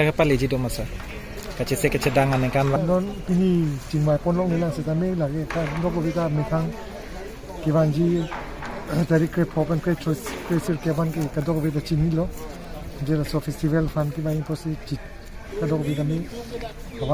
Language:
Karbi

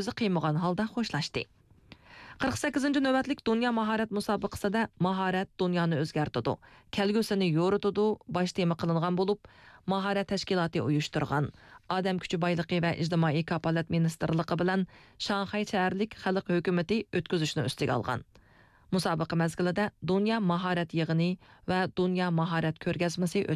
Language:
Uyghur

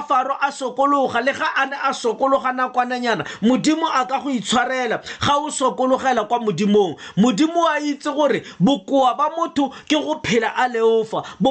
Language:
Tswana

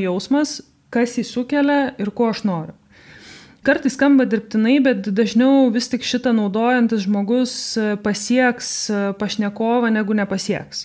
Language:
Lithuanian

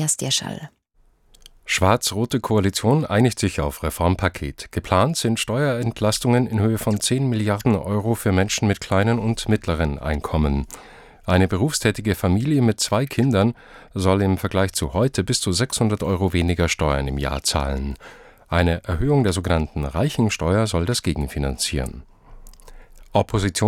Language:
German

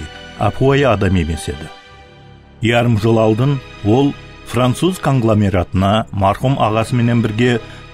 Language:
Kara-Kalpak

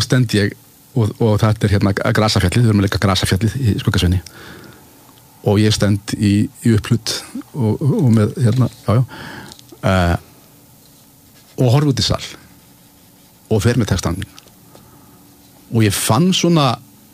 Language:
Icelandic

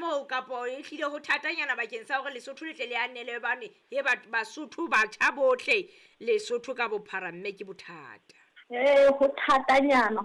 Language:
Southern Sotho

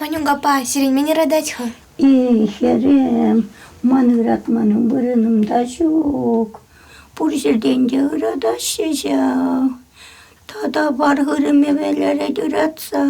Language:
Chuvash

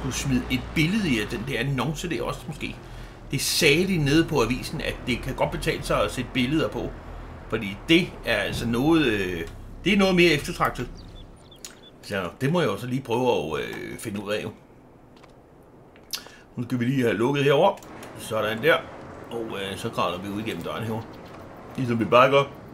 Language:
Danish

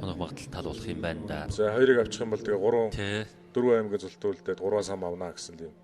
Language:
Mongolian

